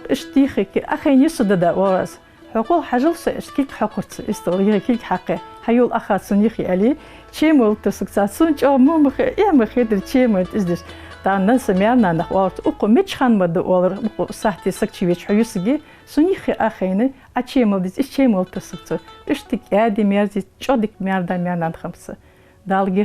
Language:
Ingush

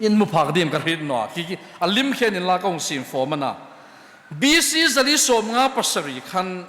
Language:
Hmar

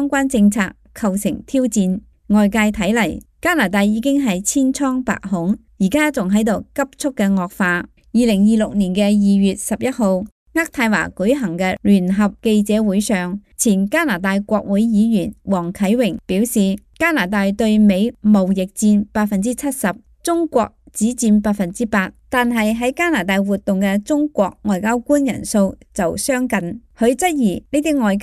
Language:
Cantonese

